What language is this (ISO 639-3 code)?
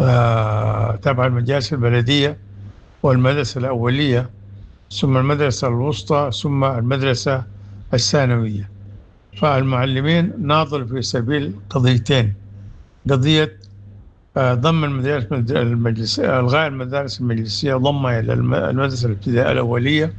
apd